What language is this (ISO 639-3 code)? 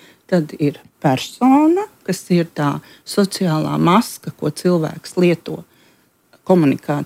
lav